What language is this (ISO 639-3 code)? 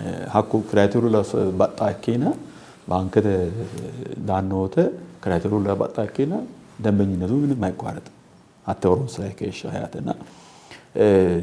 sid